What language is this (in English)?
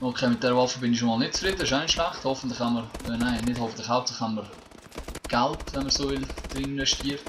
Swiss German